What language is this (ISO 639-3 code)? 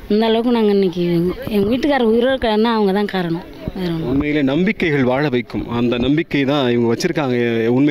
tam